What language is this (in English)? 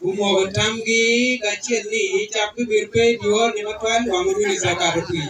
Acoli